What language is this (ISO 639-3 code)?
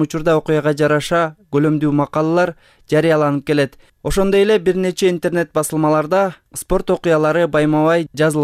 kir